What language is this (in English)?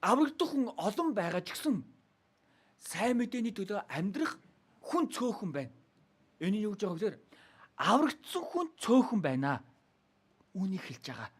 Mongolian